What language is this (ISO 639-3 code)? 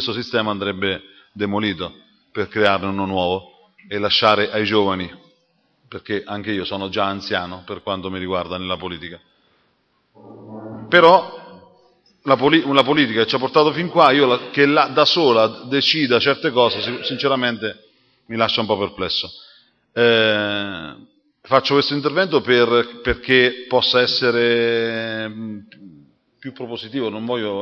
ita